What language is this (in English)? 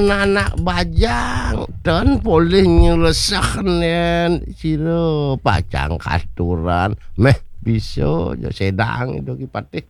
Balinese